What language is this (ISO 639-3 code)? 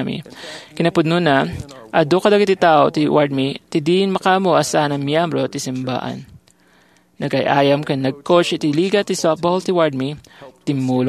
ilo